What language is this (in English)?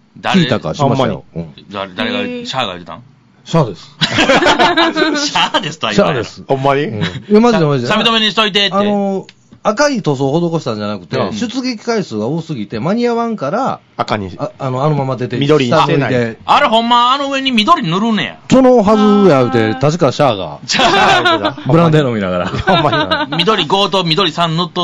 Japanese